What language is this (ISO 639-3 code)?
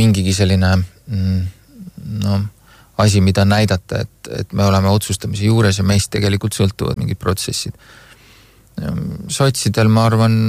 est